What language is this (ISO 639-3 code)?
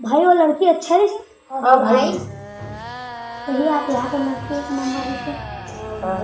hne